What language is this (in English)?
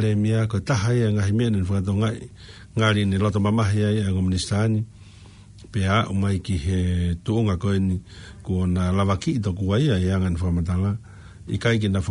Tongan